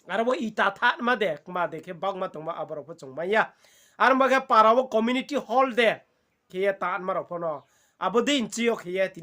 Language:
Riang (India)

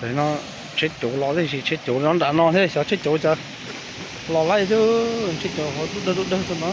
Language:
Hmong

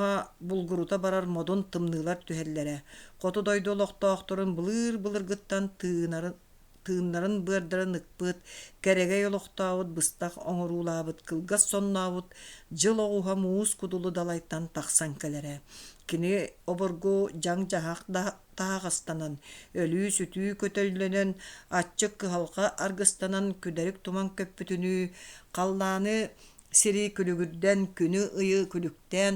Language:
Yakut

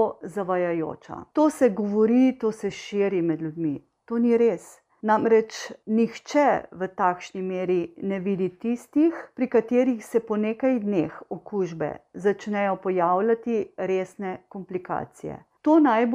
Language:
Slovenian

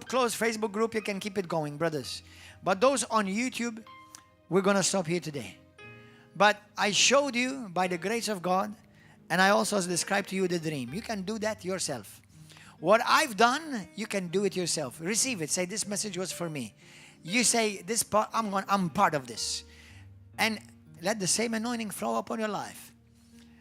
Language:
English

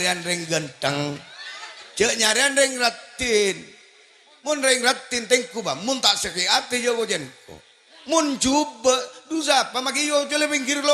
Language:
Madurese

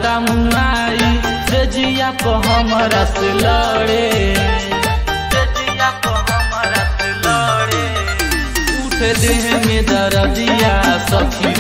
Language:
Bhojpuri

